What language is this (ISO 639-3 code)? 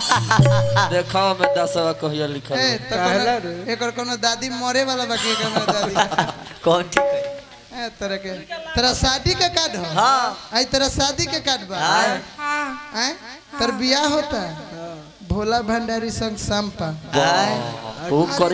bho